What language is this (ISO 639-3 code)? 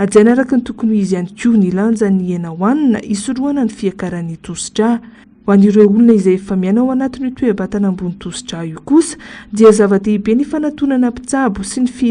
mlg